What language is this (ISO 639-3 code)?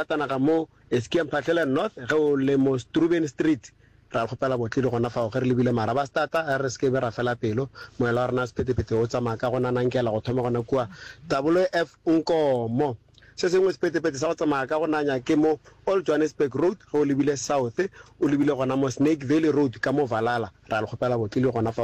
nso